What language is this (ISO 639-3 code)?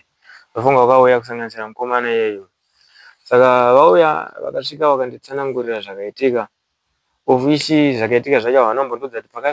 sna